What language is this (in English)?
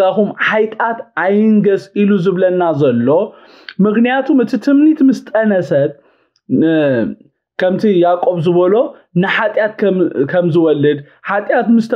Tigrinya